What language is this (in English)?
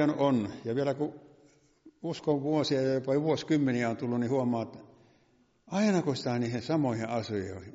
Finnish